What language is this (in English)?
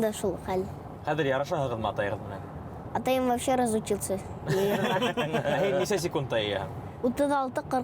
Bashkir